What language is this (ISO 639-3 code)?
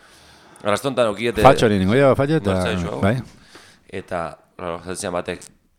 eus